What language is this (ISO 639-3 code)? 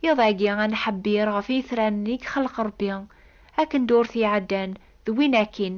kab